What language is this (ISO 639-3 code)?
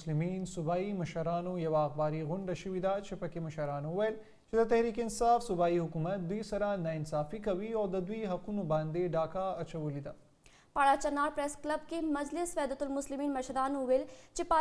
pus